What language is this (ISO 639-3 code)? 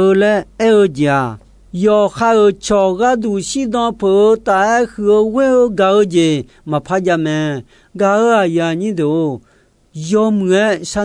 ahk